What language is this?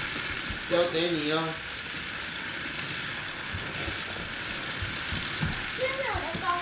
Chinese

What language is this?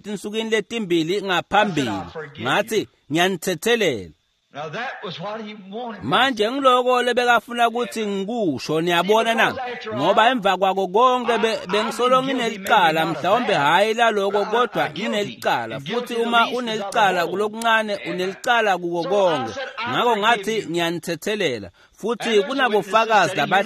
Swati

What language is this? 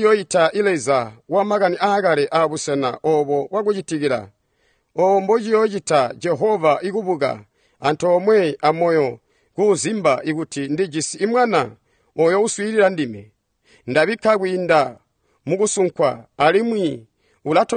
Tonga (Zambia)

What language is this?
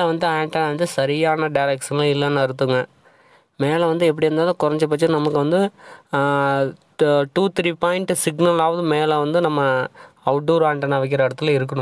Tamil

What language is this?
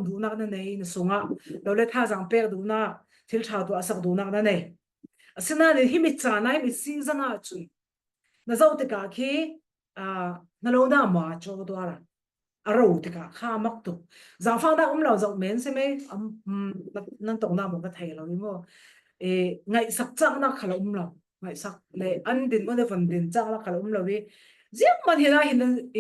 Falam Chin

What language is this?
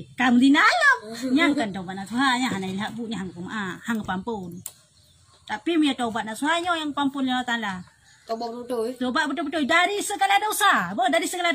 Achinese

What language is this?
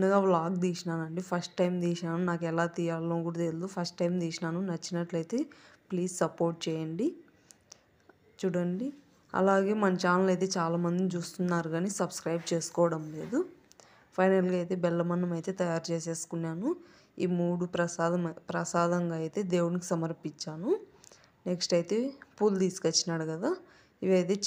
Telugu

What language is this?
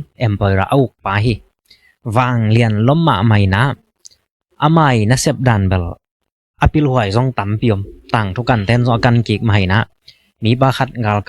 Tedim Chin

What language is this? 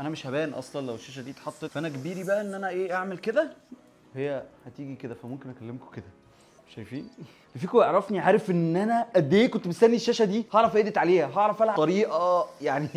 Egyptian Arabic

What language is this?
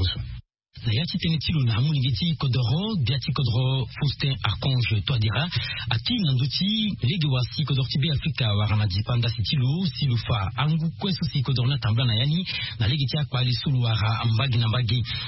Sango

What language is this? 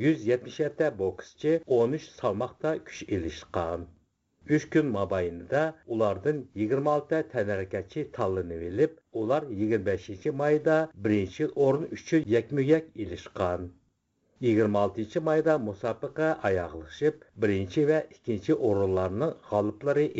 Uyghur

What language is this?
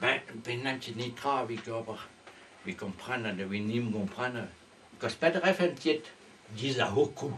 Breton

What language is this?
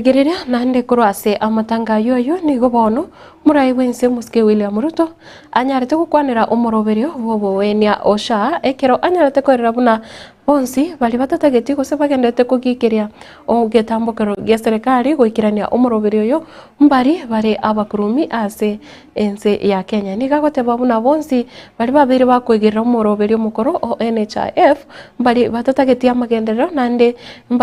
Gusii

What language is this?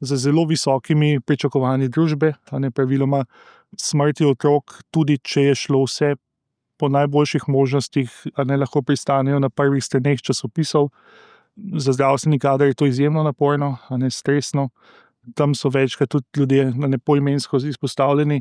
Slovenian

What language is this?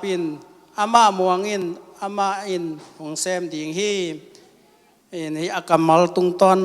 Tedim Chin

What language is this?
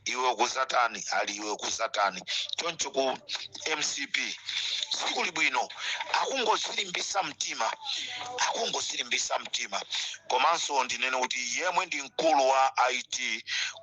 Nyanja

